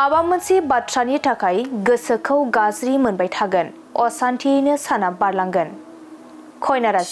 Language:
Bodo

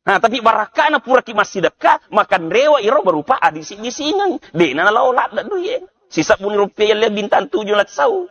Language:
Buginese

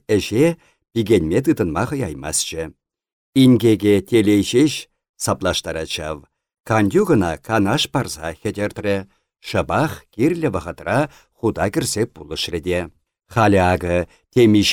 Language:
Chuvash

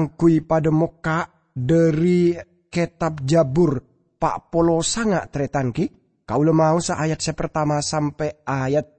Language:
Madurese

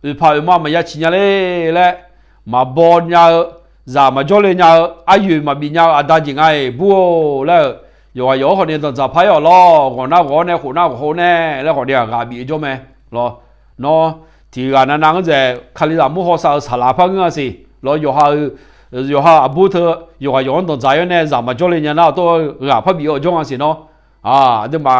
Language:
Akha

